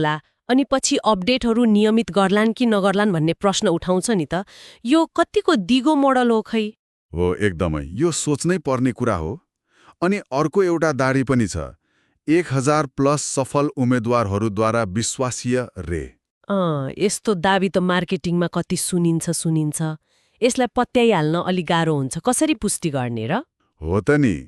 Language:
Nepali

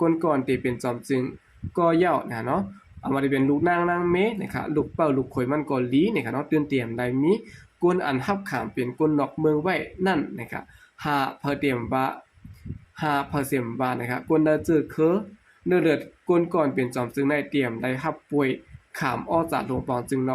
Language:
Shan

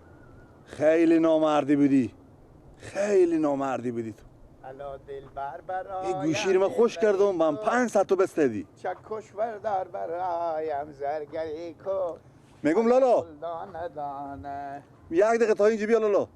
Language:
Persian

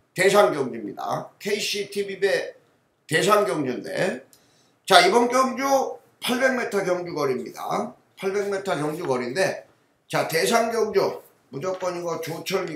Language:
Korean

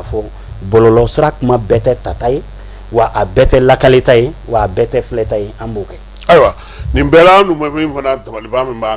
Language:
Bambara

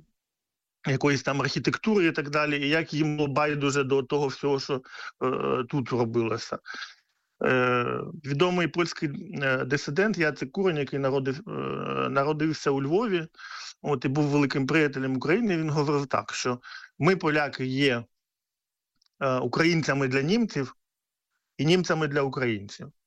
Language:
Ukrainian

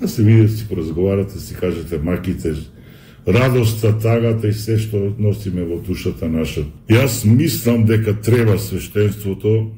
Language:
Macedonian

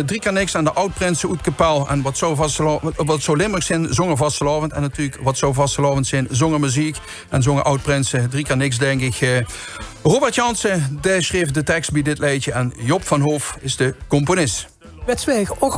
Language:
Limburgish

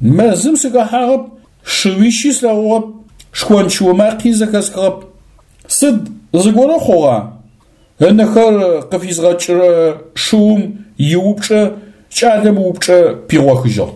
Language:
Adyghe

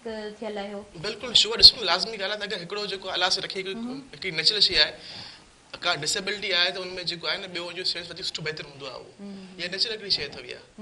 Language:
Sindhi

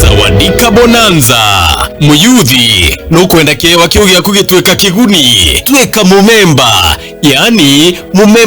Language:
Meru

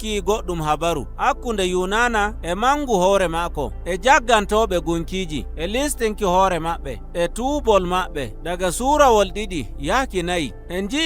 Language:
Nigerian Fulfulde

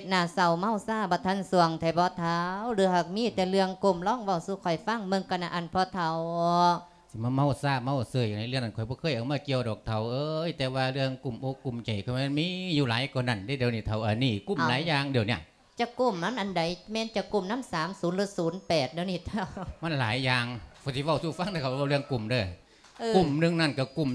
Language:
Lao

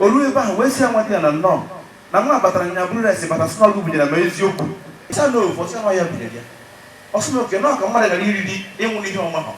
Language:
Igbo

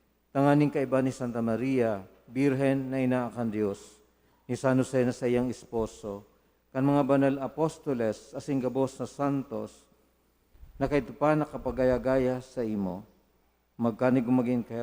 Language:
Bikol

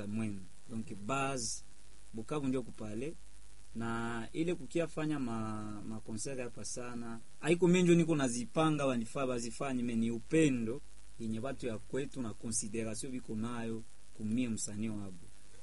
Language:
Swahili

